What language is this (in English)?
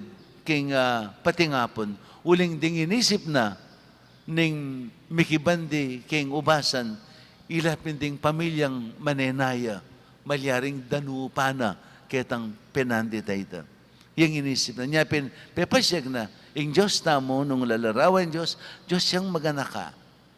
Pampanga